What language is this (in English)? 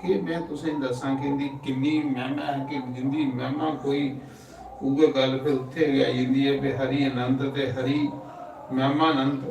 Dogri